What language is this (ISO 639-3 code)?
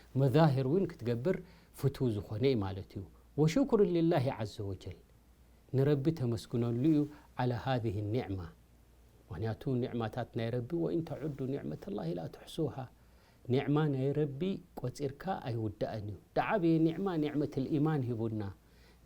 tir